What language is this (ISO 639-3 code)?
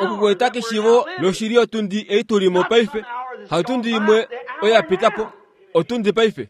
kua